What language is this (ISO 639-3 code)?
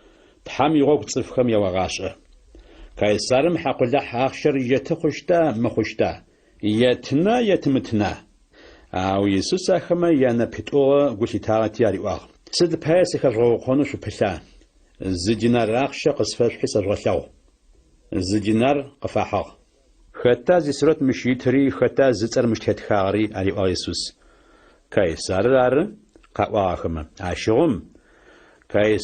ady